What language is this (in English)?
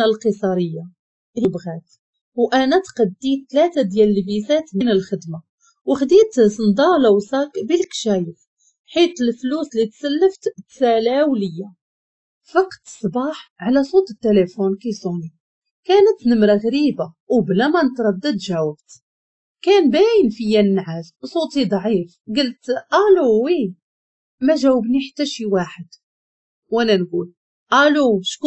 Moroccan Arabic